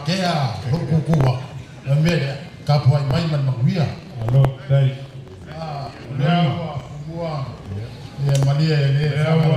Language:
Samoan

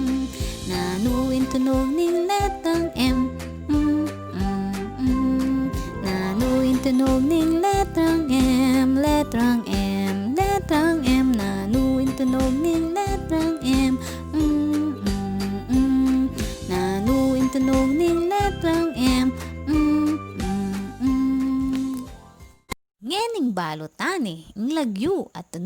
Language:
Pampanga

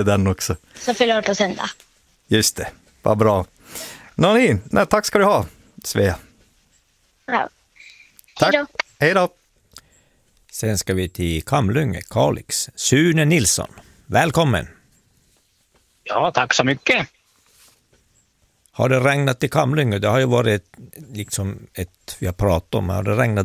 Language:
Swedish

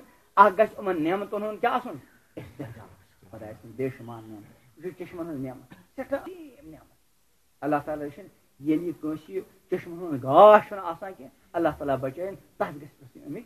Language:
Kashmiri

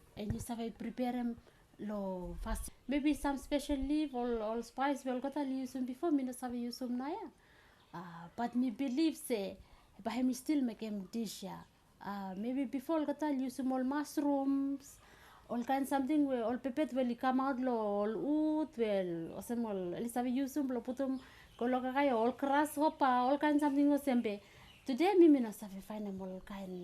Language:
Bislama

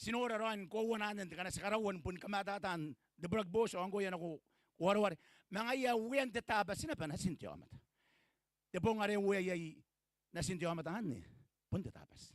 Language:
Gilbertese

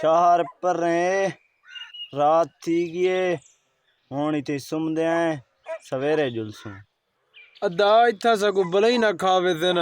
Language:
Saraiki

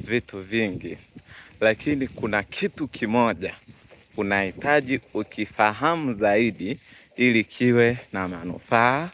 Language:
Swahili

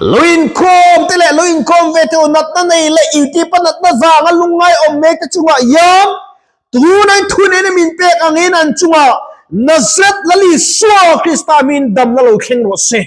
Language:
Mizo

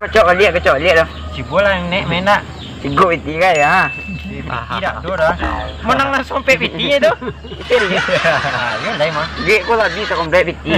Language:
Minangkabau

